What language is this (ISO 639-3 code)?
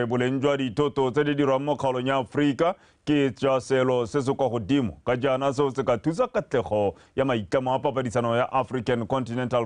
tsn